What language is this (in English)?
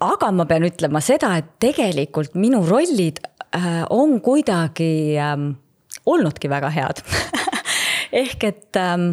Estonian